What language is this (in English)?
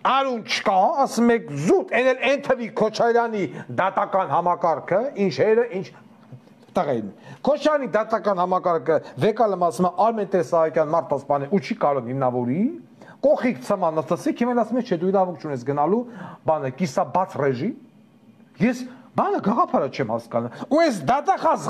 Armenian